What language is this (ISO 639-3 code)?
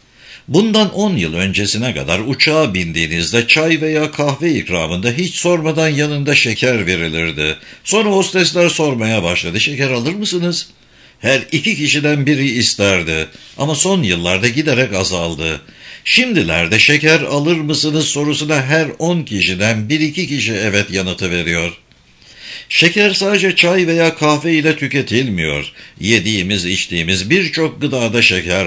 tur